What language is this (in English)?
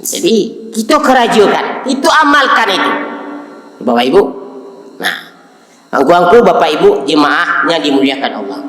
Minangkabau